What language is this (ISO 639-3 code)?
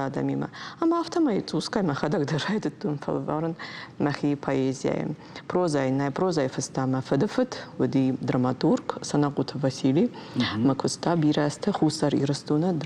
oss